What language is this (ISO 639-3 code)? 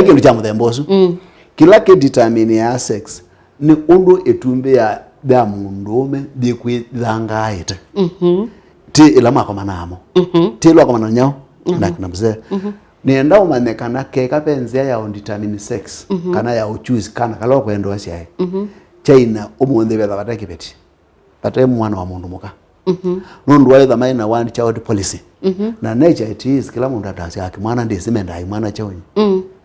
kam